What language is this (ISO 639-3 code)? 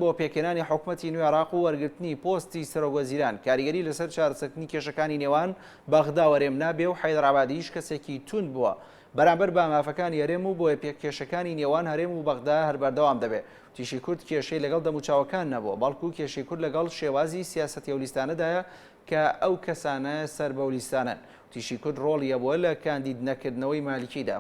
ckb